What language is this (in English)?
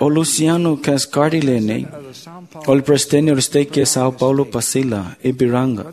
Samoan